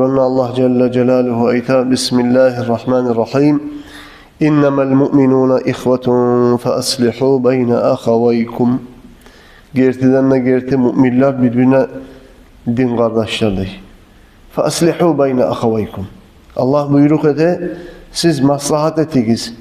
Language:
Kumyk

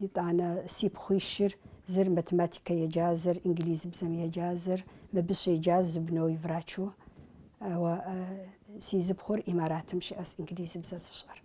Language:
Kabardian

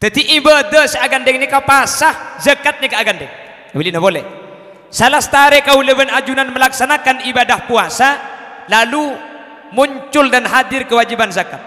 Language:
Madurese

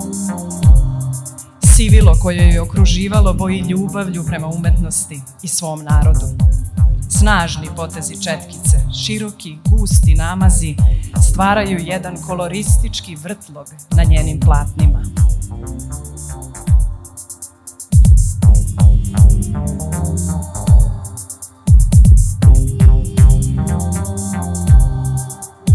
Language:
Serbian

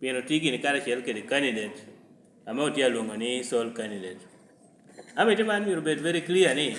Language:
Lango (Uganda)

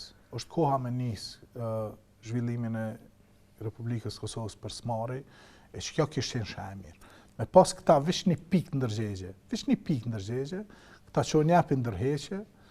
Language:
Albanian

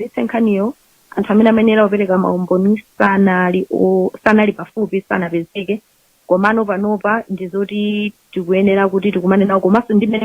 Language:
Nyanja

